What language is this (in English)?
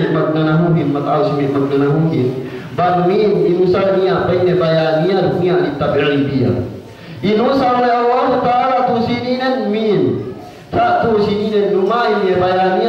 Yakan